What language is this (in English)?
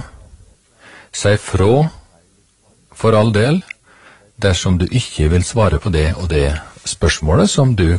Norwegian